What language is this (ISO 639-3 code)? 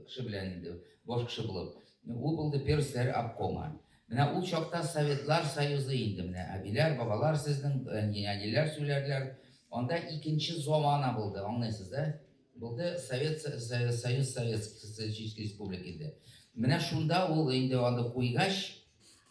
tat